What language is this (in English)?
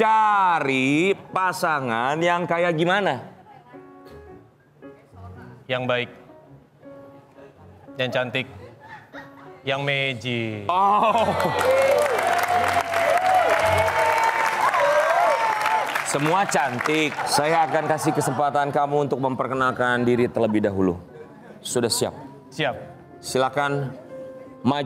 Indonesian